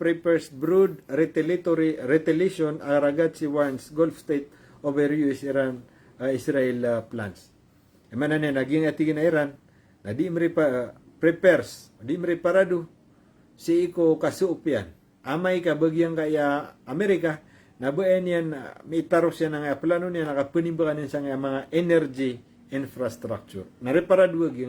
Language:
Maranao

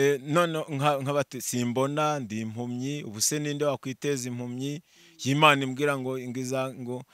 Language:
Kinyarwanda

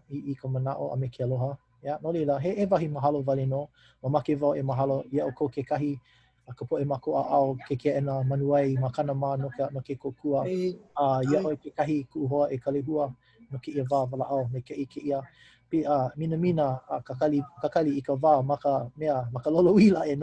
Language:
Hawaiian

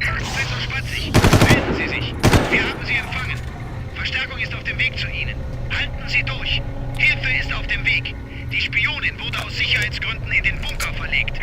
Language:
Bavarian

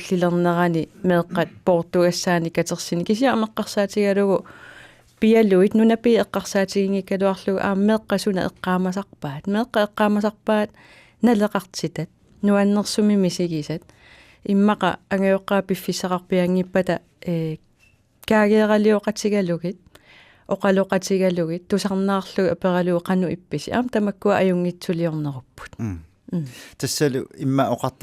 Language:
Kalaallisut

